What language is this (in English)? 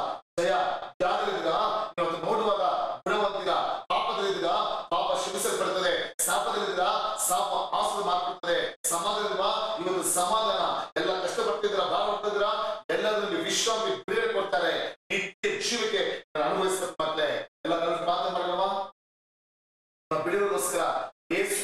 Kannada